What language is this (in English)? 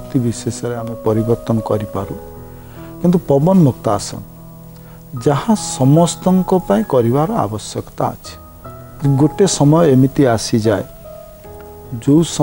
Odia